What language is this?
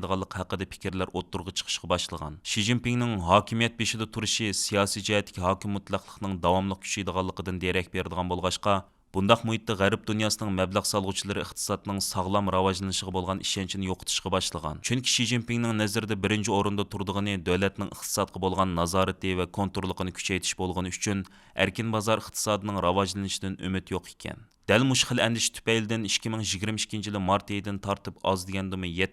Uyghur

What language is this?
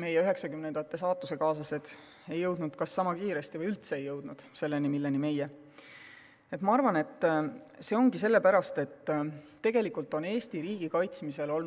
Estonian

